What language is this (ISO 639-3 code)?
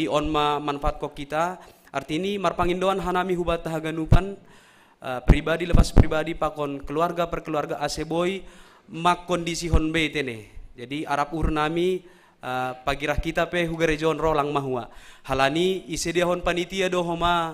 bts